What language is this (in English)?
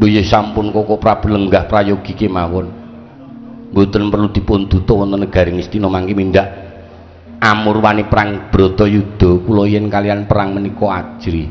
Javanese